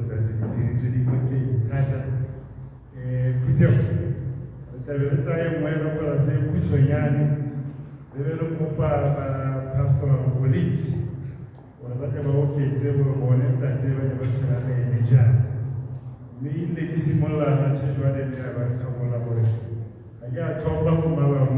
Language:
Tswana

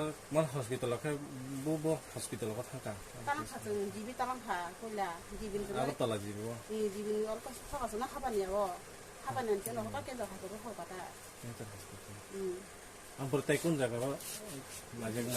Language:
Kok Borok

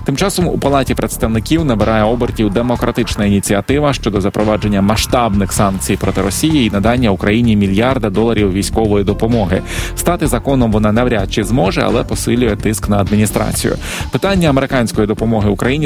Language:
Ukrainian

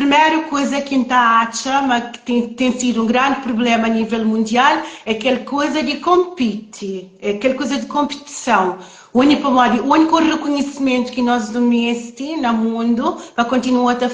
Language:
Kabuverdianu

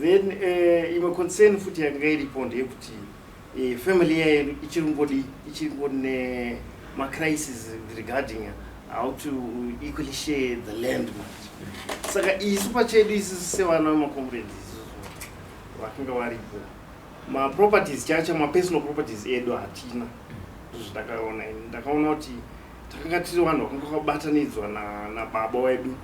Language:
Shona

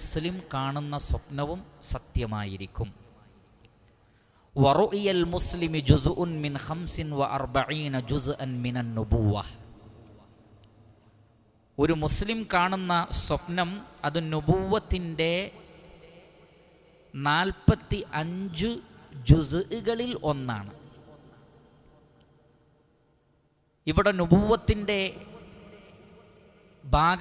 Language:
Malayalam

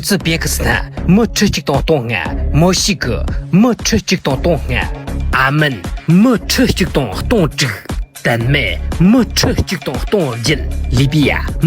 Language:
Tibetan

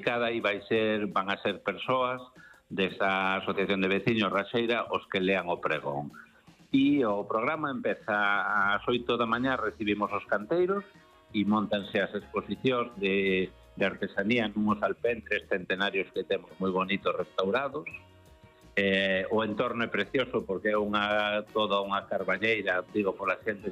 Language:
Galician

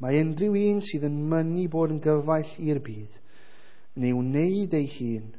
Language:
Welsh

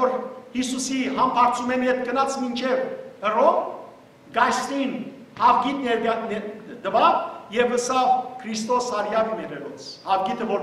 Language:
Western Armenian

